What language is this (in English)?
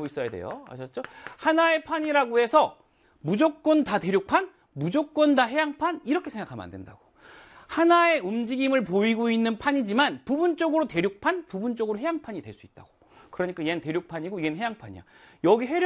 Korean